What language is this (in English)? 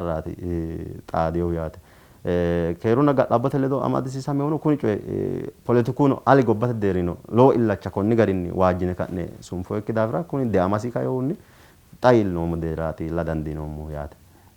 Sidamo